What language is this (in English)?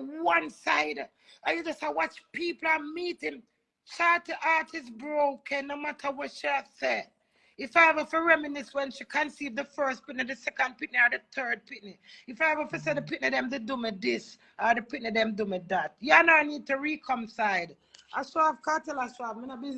Jamaican Creole English